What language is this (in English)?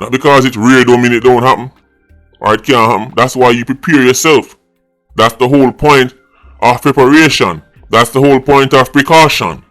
Jamaican Creole English